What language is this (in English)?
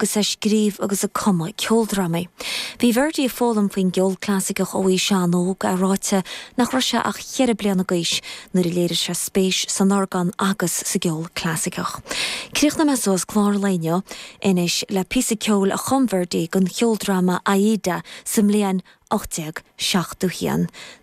Irish